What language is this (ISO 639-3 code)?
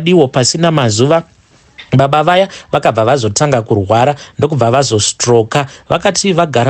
sna